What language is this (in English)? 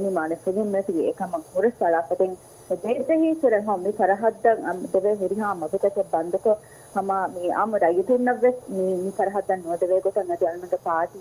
Divehi